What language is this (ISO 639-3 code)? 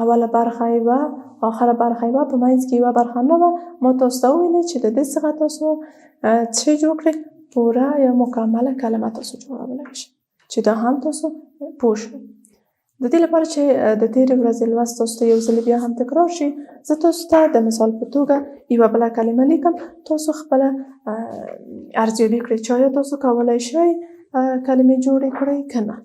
pus